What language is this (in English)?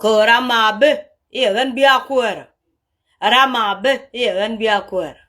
Nuer